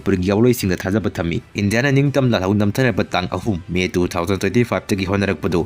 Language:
Manipuri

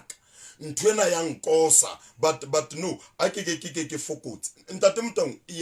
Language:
Southern Sotho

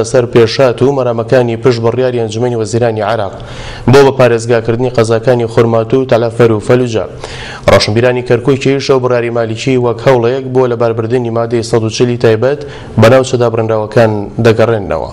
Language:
Central Kurdish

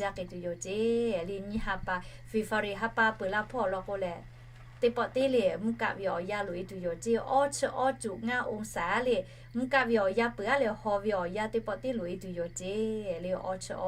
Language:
Lahu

